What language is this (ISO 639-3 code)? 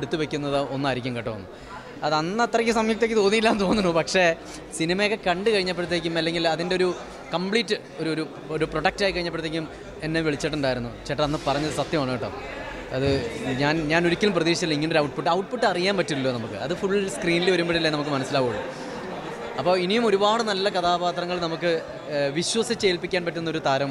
mal